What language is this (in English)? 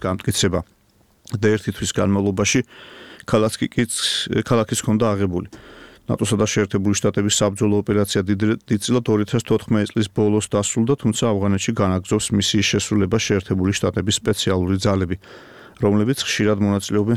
Georgian